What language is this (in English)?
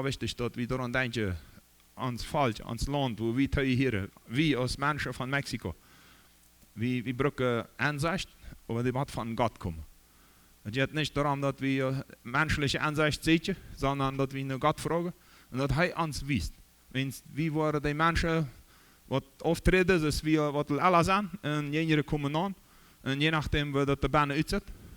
Plautdietsch